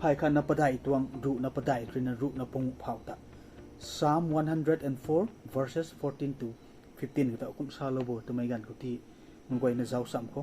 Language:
Rongmei Naga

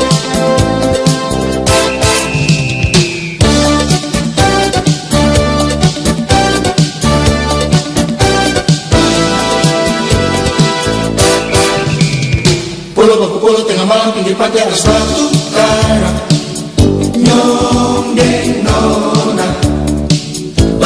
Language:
Ambonese Malay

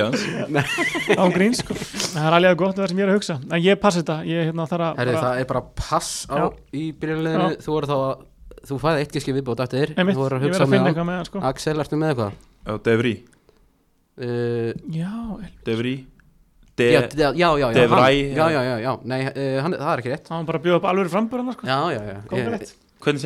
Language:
Icelandic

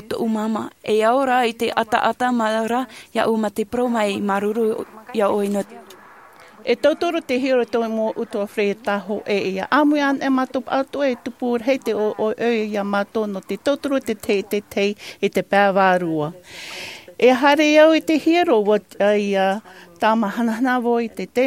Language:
Tahitian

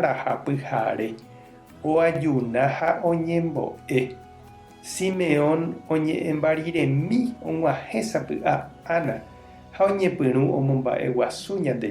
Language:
Guarani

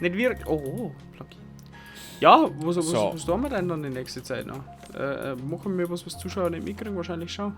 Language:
Bavarian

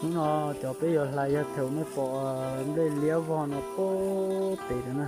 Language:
Hmong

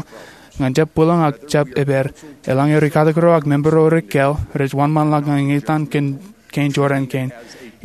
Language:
Marshallese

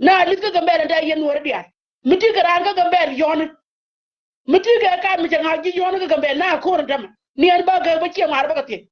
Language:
Nuer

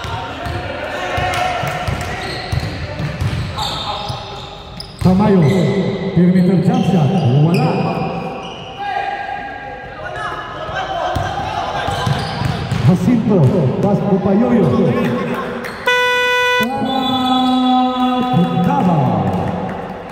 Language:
Filipino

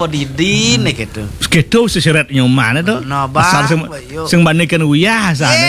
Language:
Balinese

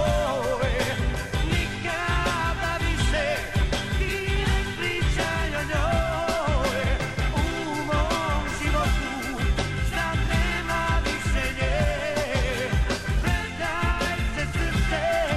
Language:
Serbian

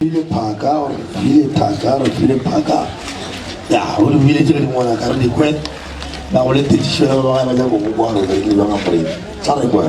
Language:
Northern Sotho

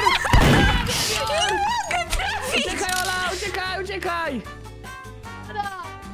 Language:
Polish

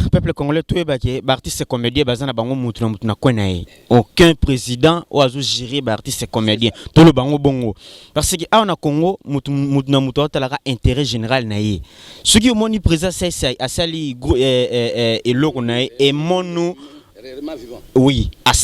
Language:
Lingala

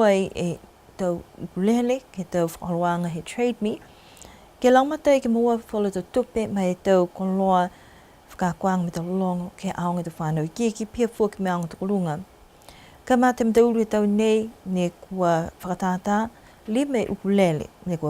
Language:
Niuean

